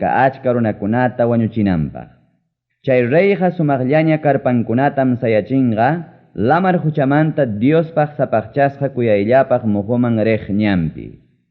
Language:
Ayacucho Quechua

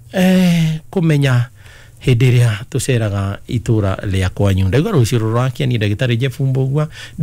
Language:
Kikuyu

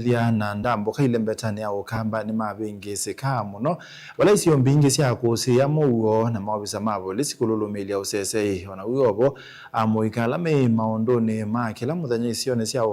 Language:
Kamba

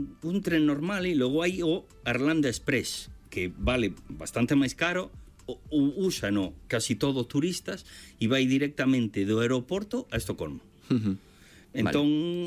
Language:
Galician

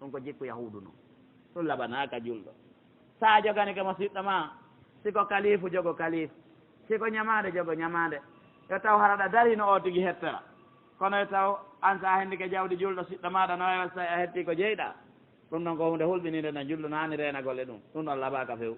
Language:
Pular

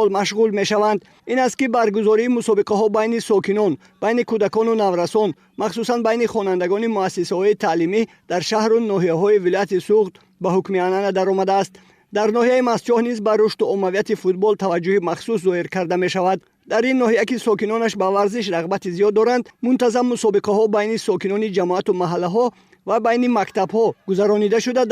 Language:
Tajik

